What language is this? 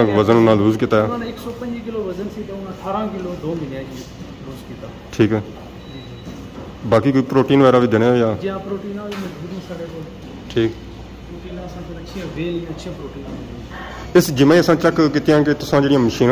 Pahari-Potwari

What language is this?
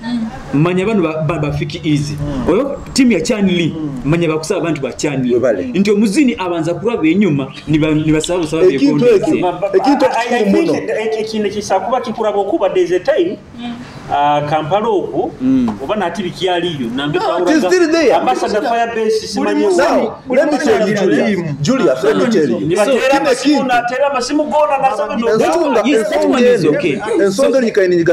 Nyoro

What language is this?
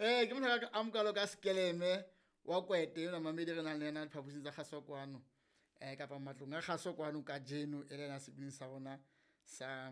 Southern Sotho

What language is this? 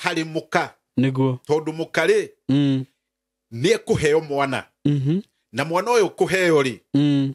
Kikuyu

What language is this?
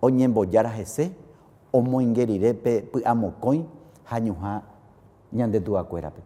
Guarani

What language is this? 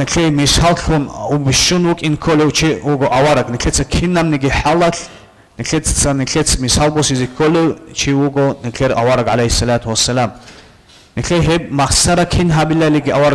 Avaric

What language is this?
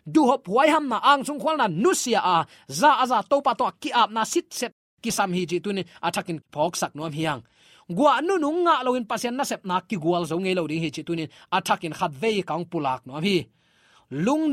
Tedim Chin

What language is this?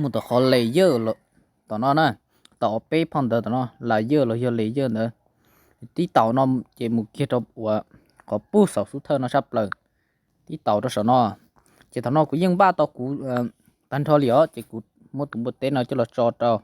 Hmong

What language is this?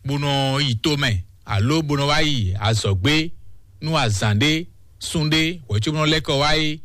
Fon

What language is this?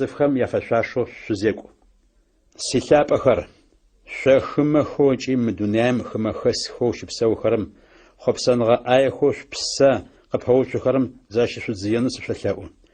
Adyghe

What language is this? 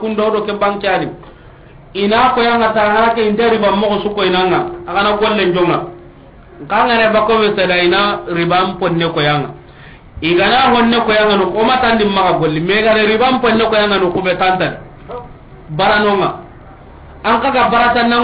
Soninke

